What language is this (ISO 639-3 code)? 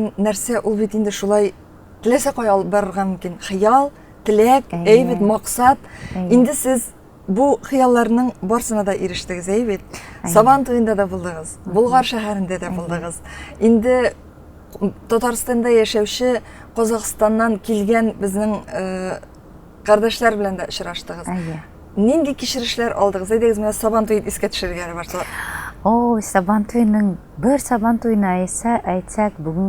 tat